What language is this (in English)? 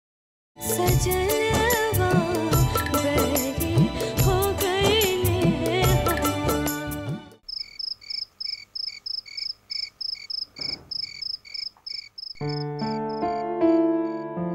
Bhojpuri